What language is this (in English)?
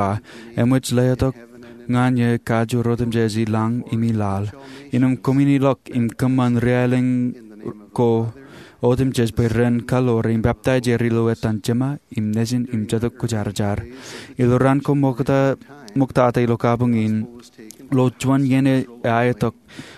Marshallese